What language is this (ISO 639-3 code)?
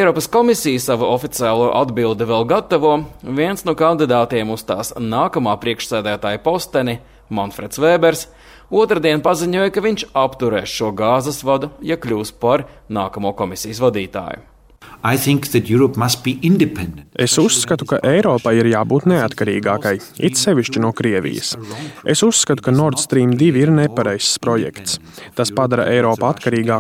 lav